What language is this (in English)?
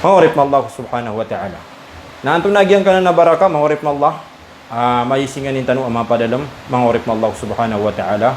Maranao